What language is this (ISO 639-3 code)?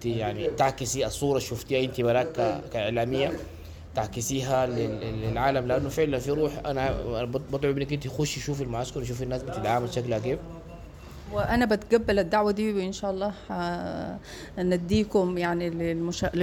apd